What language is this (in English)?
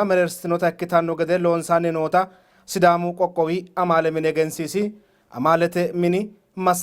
Sidamo